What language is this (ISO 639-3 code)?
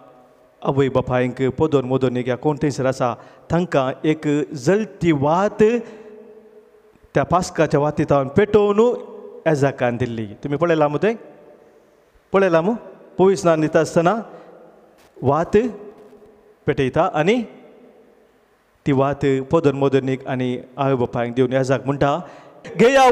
kok